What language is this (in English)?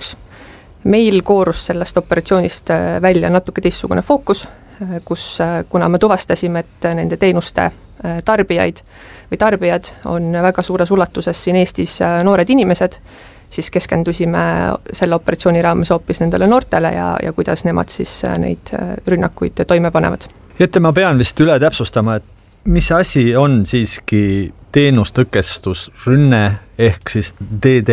Estonian